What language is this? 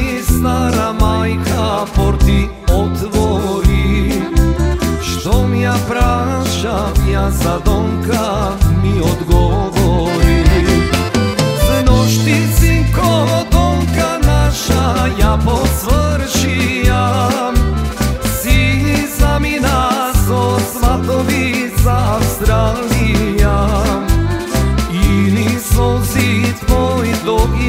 Macedonian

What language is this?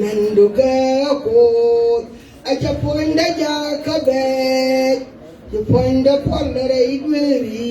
Nuer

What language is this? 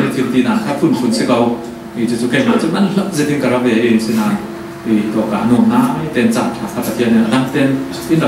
Falam Chin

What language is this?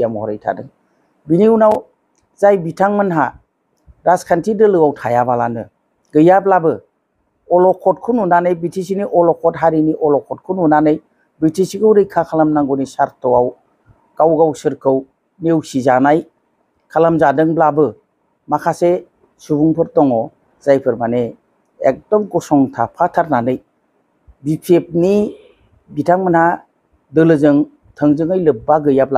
Bodo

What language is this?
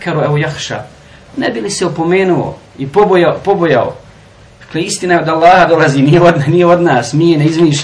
Bosnian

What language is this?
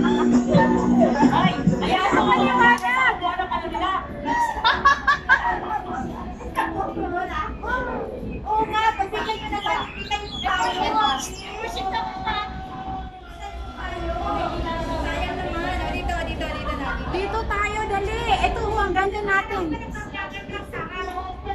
Filipino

